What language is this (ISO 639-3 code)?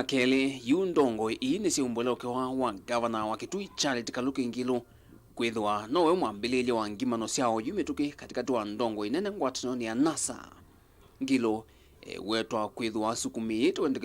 kam